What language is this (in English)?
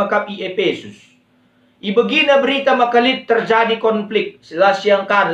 Batak Karo